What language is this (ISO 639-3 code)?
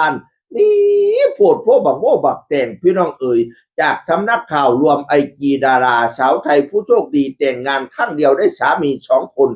tts